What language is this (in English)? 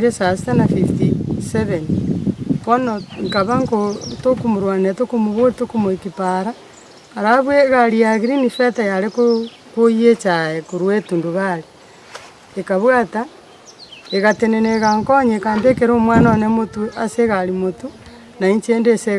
Gusii